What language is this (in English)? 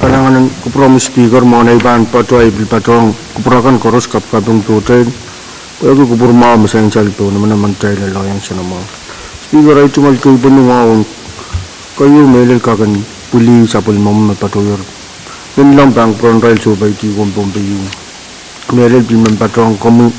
Pohnpeian